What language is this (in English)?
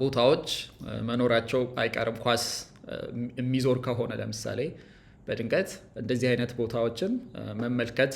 Amharic